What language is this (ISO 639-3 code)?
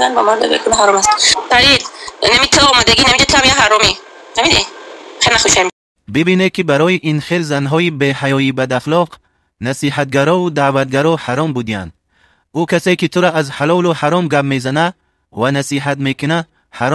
tgk